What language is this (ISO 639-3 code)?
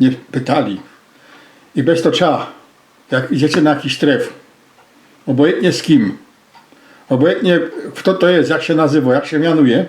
szl